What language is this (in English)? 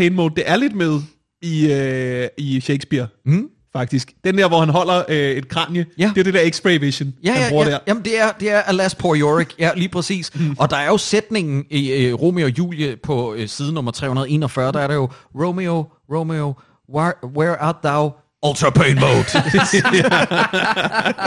Danish